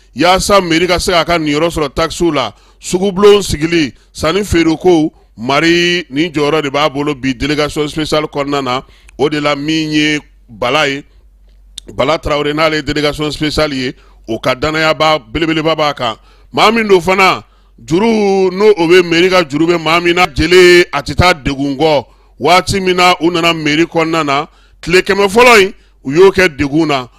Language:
Bambara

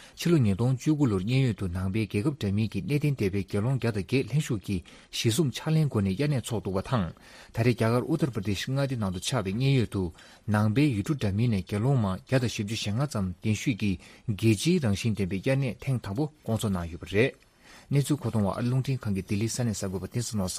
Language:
Tibetan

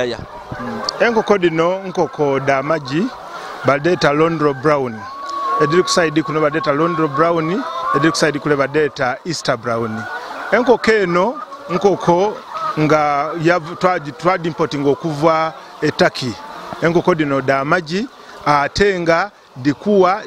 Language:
Ganda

